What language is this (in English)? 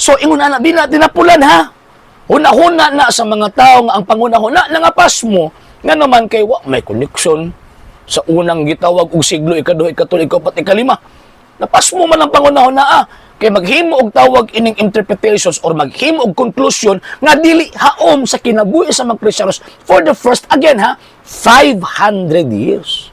Cebuano